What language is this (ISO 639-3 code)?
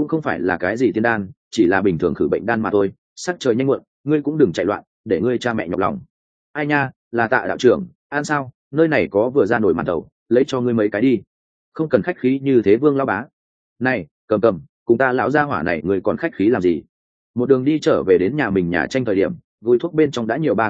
vie